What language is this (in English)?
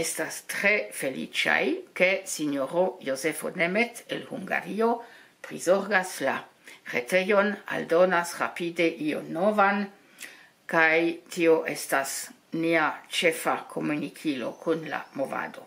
Esperanto